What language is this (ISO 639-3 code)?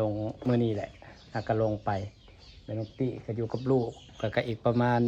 tts